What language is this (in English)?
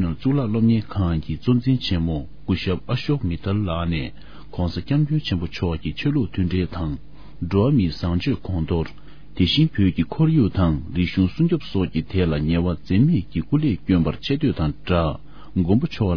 Tibetan